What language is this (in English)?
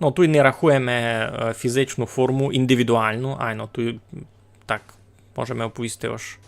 Rusyn